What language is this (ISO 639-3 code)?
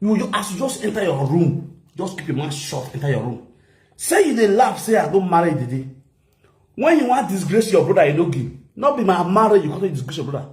pcm